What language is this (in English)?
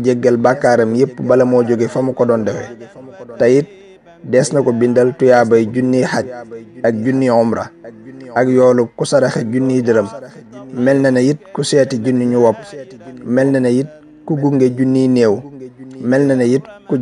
Wolof